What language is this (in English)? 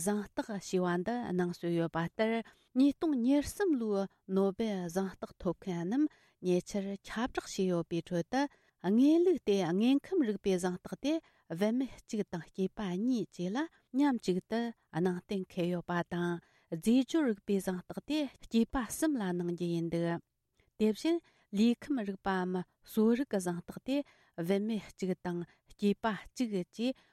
Tibetan